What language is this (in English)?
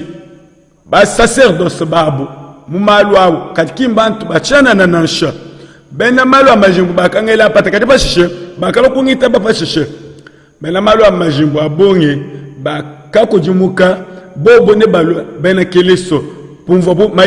Luba-Lulua